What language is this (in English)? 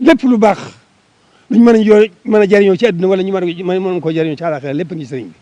Wolof